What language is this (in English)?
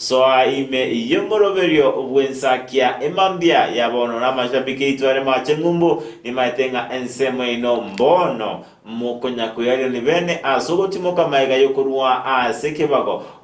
Gusii